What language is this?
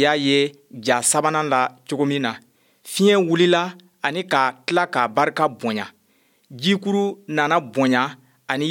Bambara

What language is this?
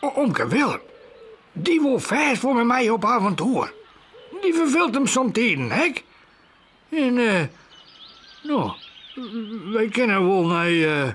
Western Frisian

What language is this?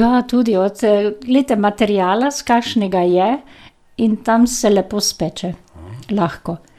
Slovenian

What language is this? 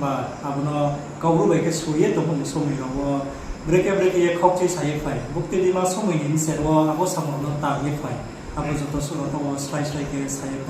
Riang (India)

